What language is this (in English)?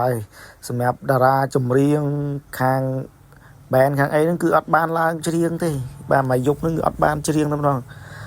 Khmer